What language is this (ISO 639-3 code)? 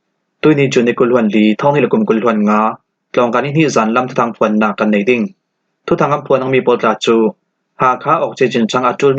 cfm